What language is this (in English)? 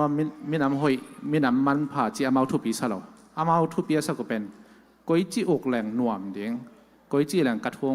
Tedim Chin